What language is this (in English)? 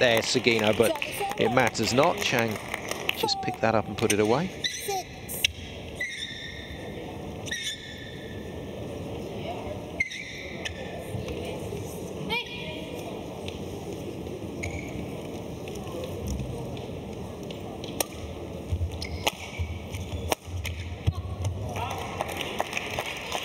English